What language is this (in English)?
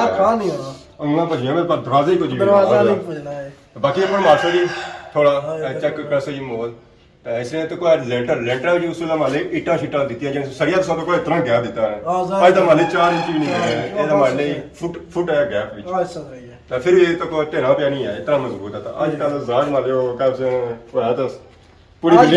Pahari-Potwari